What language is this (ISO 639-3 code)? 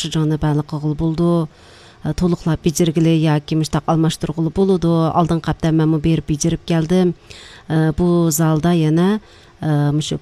uig